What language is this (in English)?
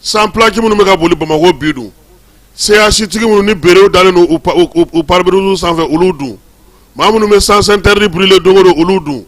Bambara